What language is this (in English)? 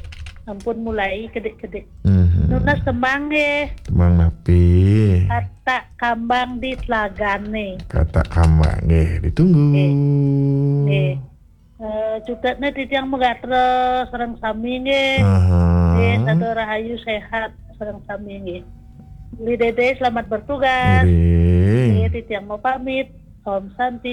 Balinese